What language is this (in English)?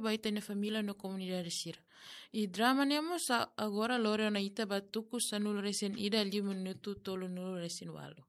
Tetum